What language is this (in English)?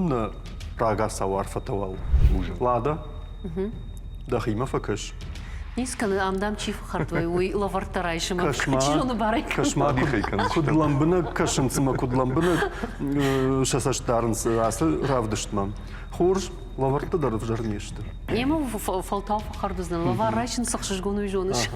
Ossetic